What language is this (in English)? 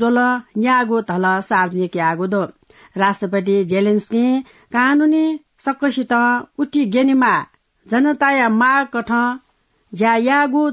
Newari